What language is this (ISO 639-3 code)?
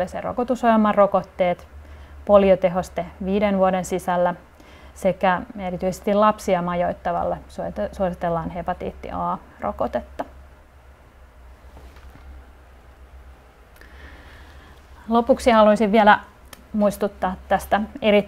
fin